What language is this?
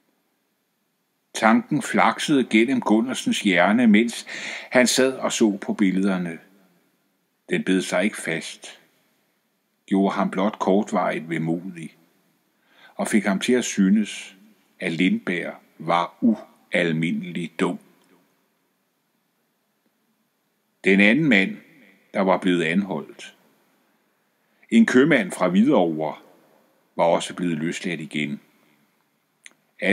Danish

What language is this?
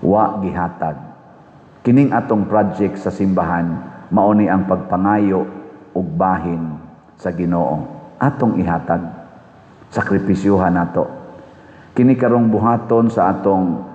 Cebuano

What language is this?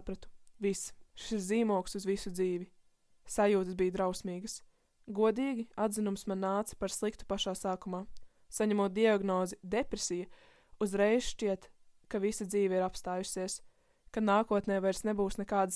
Latvian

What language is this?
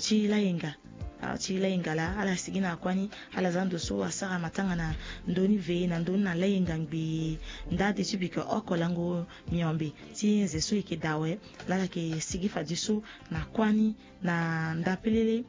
Sango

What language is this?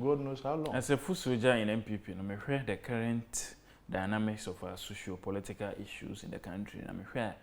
Akan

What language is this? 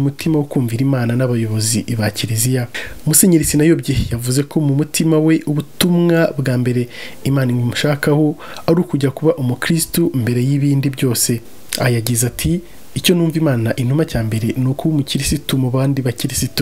Kinyarwanda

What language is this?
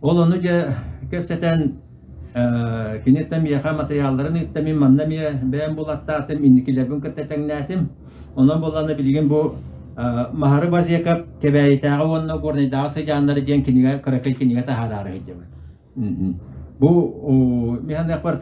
Yakut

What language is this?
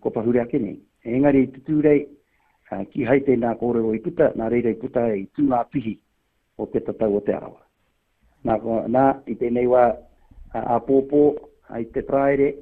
Māori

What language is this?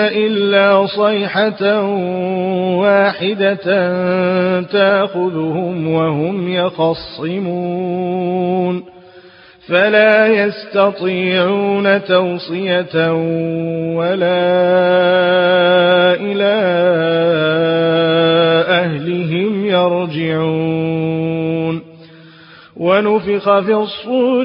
Arabic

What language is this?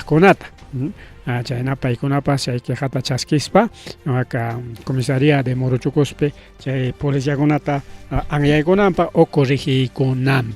Ayacucho Quechua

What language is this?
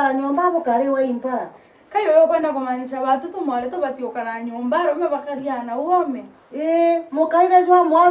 Meru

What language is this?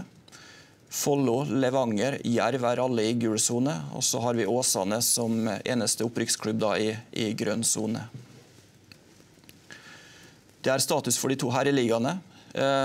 Norwegian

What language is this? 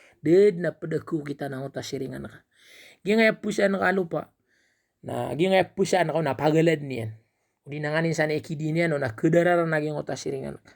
Maranao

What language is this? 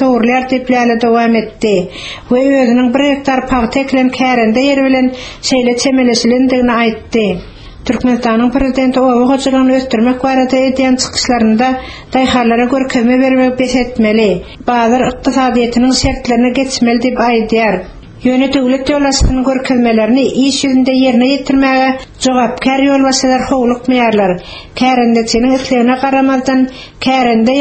Turkmen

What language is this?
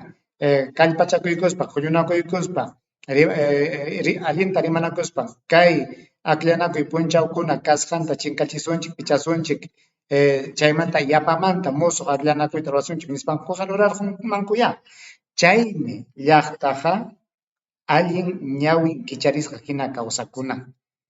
Ayacucho Quechua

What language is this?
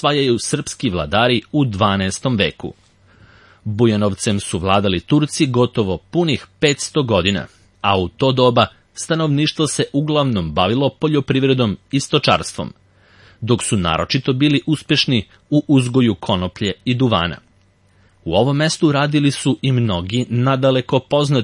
Serbian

